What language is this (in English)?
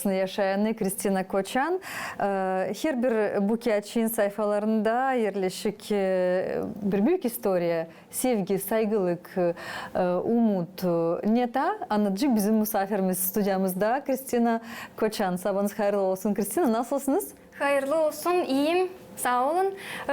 Gagauz